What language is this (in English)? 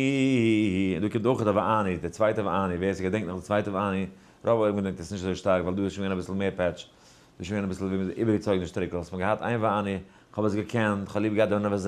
Yiddish